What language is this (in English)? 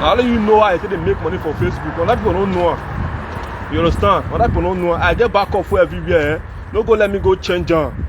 Nigerian Pidgin